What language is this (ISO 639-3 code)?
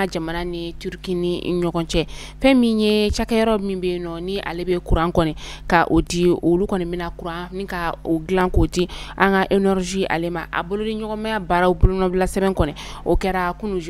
bam